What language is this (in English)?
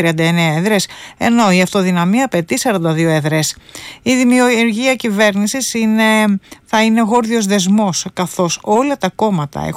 Greek